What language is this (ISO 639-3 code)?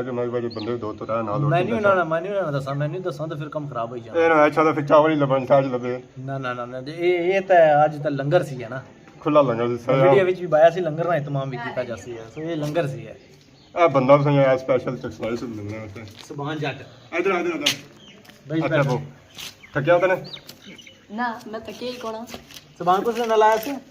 phr